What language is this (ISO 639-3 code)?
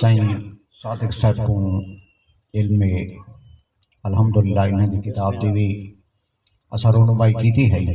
skr